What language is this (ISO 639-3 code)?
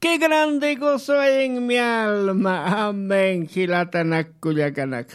aym